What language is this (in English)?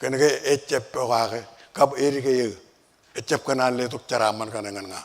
Marshallese